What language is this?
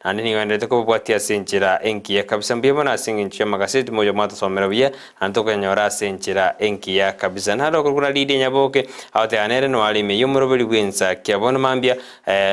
Gusii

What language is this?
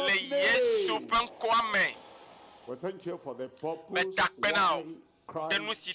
Ewe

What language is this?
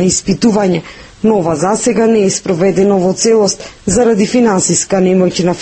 Macedonian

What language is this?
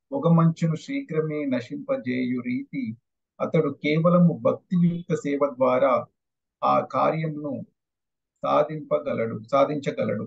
Telugu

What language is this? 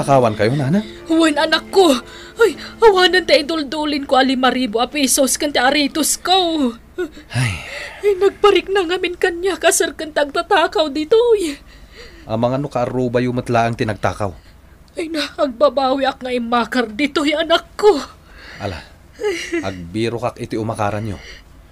Iloko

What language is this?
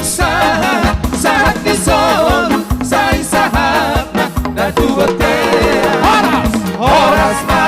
Batak Toba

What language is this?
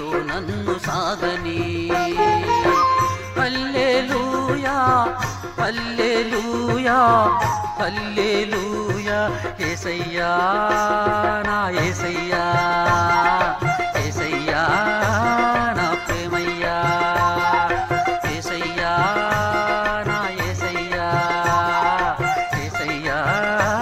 Telugu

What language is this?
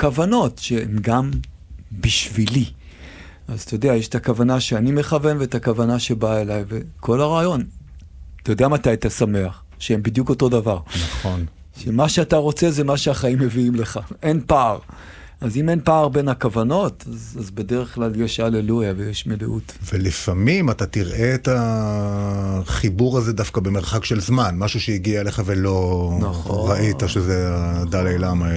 Hebrew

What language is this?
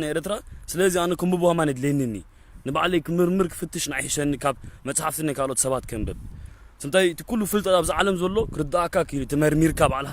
Tigrinya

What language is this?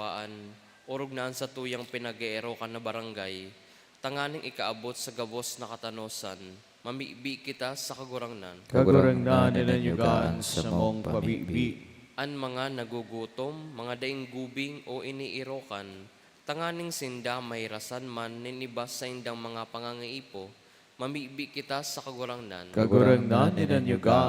Bikol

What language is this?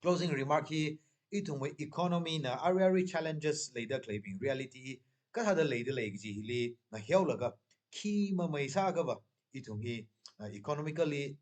Tangkhul Naga (India)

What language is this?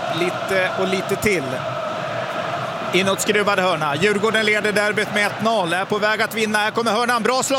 Swedish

